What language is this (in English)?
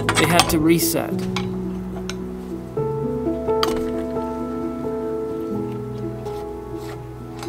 English